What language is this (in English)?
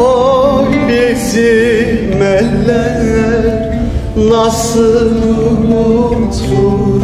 Zaza